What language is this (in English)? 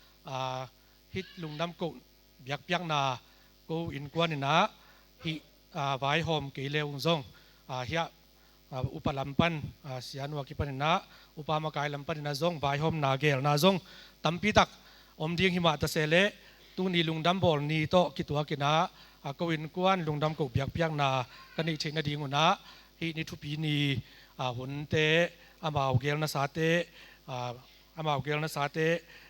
Tedim Chin